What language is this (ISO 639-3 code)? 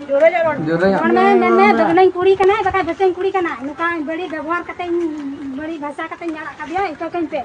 sat